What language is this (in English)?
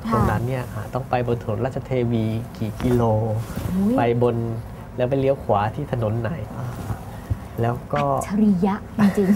Thai